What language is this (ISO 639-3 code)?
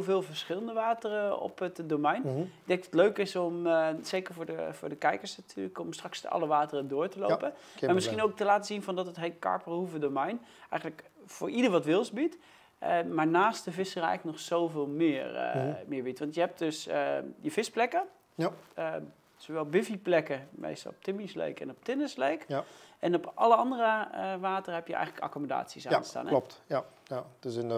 nld